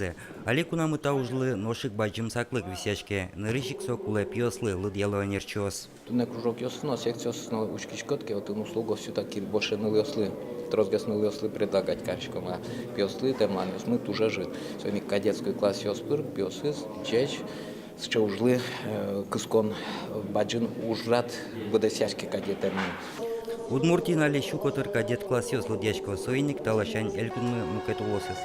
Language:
Udmurt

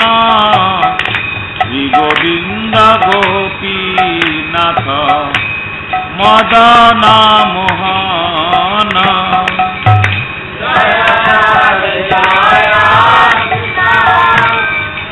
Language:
Odia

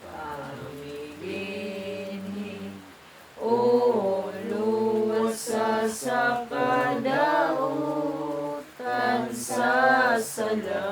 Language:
Cebuano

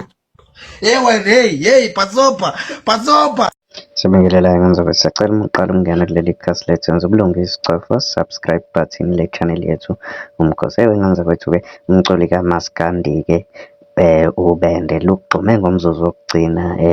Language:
Zulu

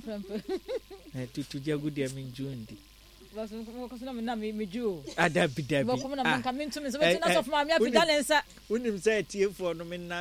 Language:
Akan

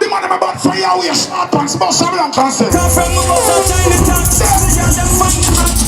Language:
Jamaican Creole English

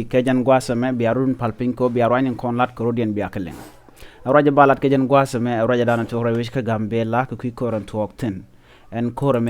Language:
Nuer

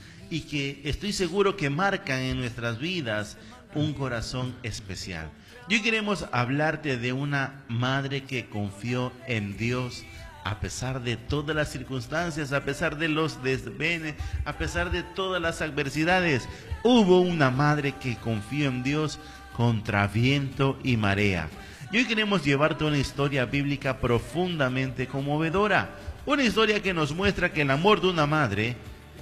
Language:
Spanish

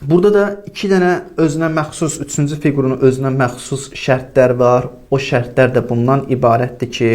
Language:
Azerbaijani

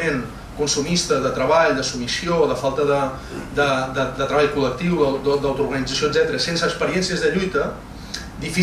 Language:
Catalan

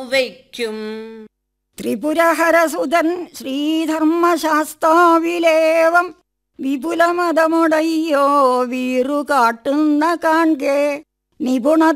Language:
Malayalam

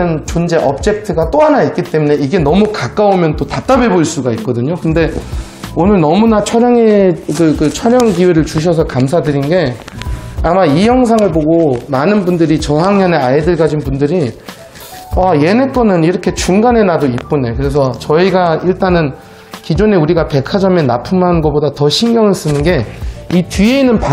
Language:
Korean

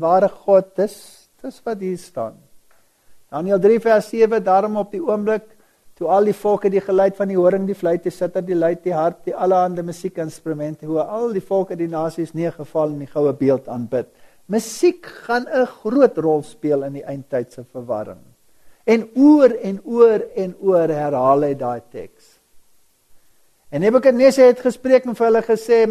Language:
Afrikaans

